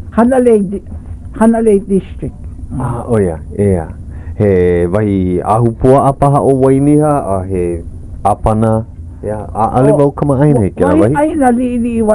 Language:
Hawaiian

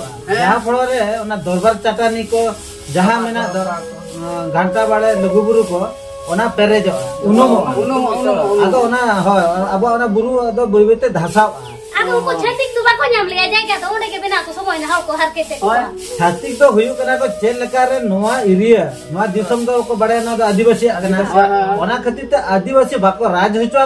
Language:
Santali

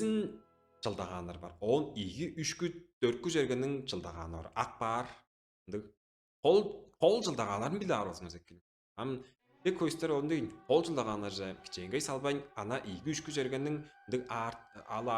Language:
Tuvinian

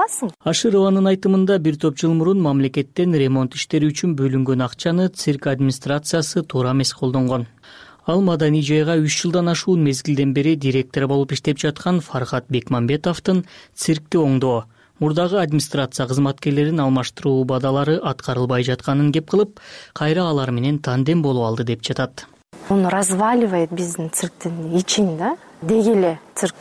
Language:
Kyrgyz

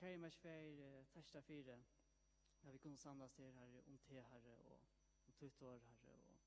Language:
Faroese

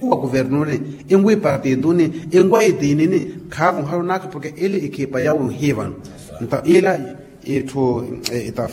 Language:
Makhuwa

